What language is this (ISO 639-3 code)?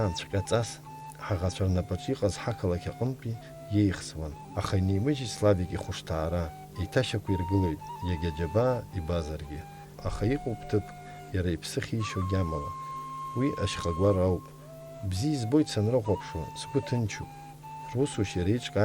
abk